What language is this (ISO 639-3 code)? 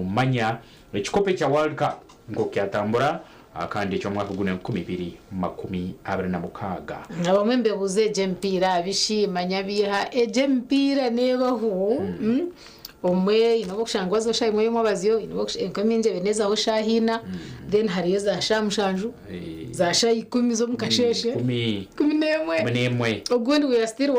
nyn